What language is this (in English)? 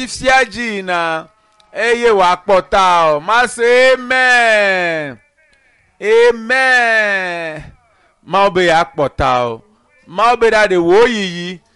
Ewe